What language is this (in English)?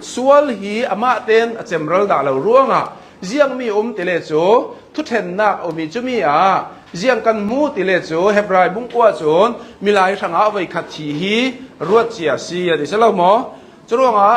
Hakha Chin